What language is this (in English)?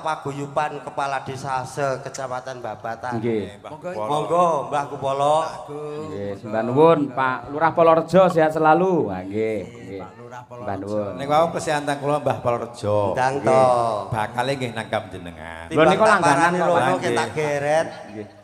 Javanese